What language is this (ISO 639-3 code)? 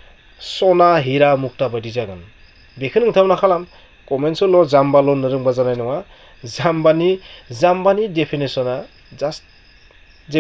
brx